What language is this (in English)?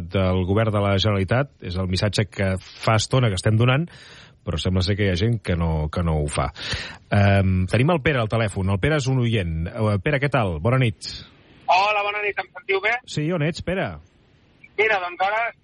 Catalan